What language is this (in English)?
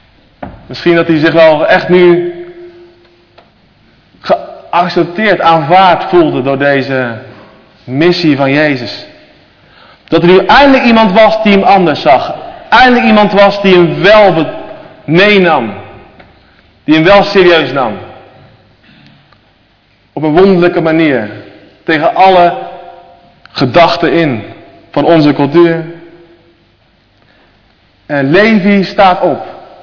Dutch